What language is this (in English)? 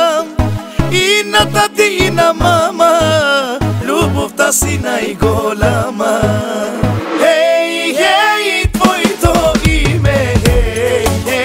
Bulgarian